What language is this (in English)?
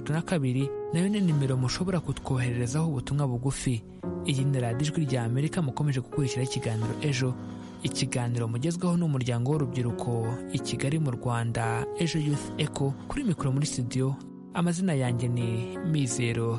Kinyarwanda